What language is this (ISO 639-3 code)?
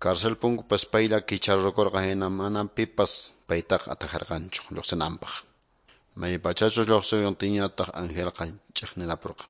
que